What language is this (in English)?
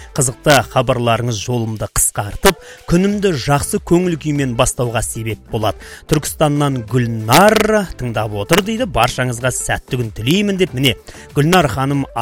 Kazakh